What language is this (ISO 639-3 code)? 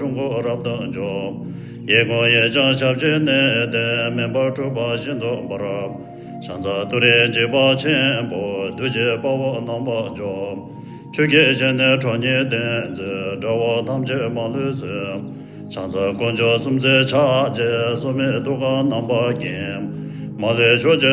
bod